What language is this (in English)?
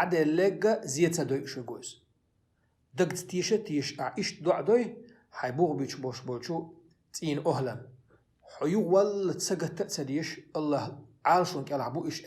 Chechen